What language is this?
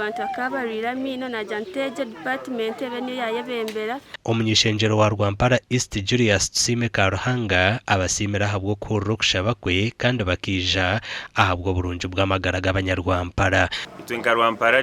Nyankole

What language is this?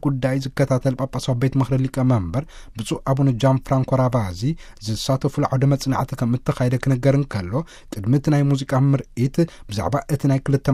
Tigrinya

